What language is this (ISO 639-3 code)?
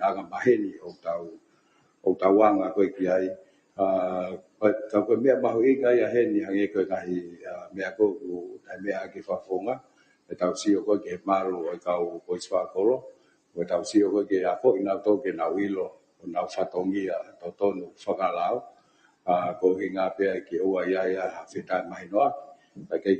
ton